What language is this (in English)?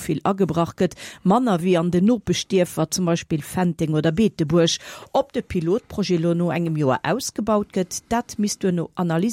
Luxembourgish